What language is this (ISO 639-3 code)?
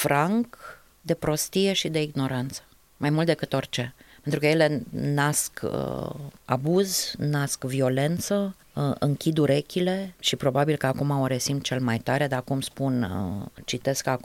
ron